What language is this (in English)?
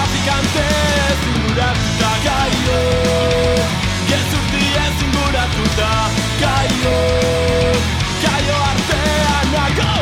Basque